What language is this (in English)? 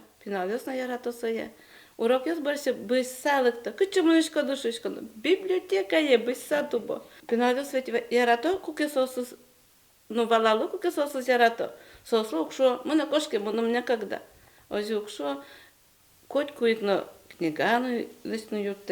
Udmurt